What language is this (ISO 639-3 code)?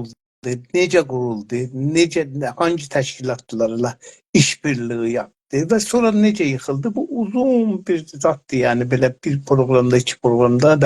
azb